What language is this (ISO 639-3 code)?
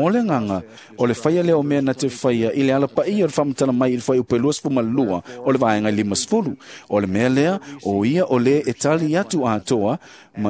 smo